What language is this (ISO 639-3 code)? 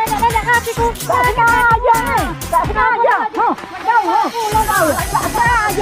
mui